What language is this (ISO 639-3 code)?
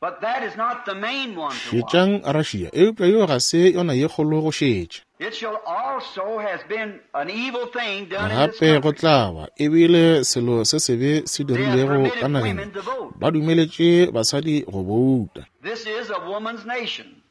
nso